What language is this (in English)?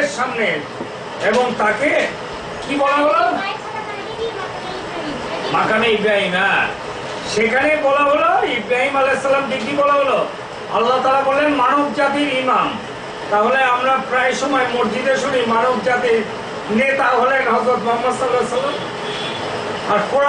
Bangla